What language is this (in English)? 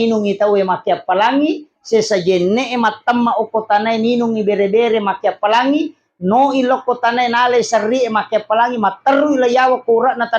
Buginese